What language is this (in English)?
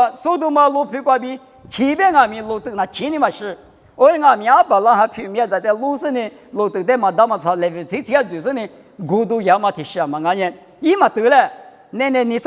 Lisu